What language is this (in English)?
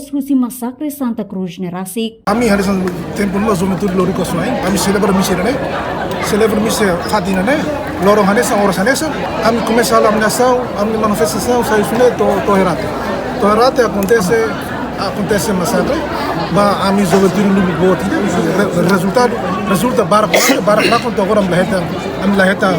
Tetum